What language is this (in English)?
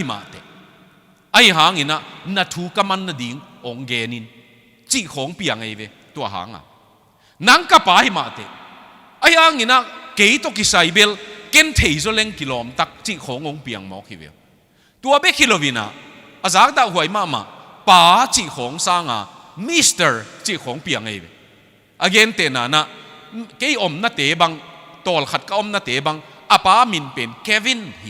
Tedim Chin